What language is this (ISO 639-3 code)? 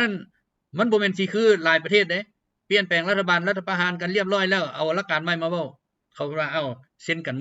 lao